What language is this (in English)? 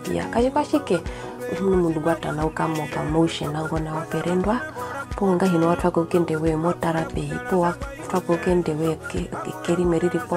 Herero